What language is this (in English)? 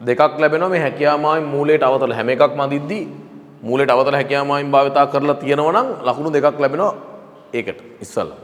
Sinhala